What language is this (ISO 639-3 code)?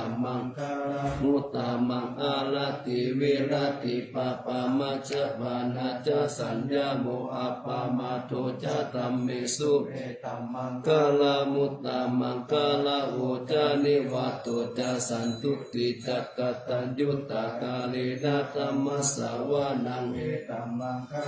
pli